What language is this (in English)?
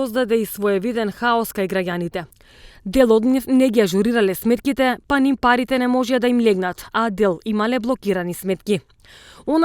Macedonian